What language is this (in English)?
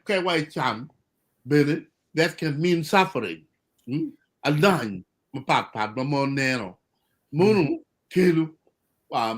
Acoli